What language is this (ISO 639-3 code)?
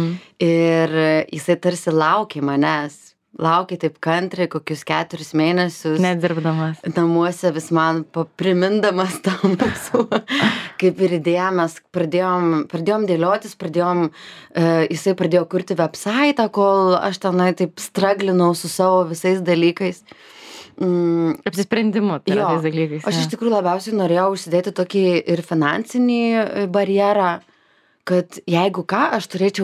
lit